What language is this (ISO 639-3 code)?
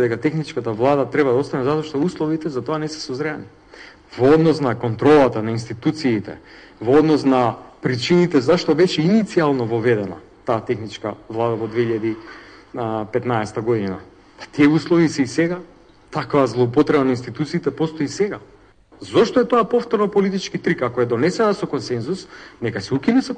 mkd